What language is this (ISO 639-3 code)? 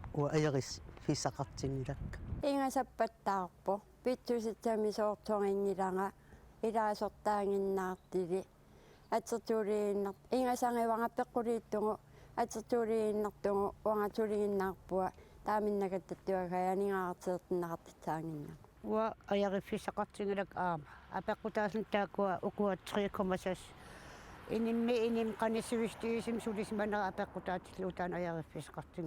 kal